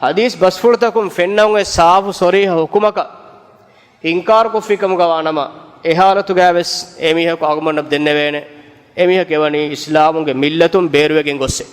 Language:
Divehi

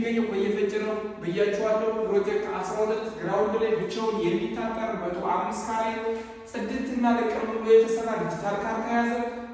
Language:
Amharic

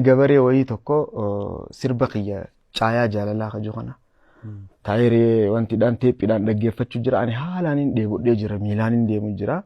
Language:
Oromo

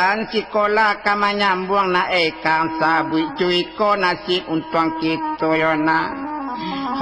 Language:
Minangkabau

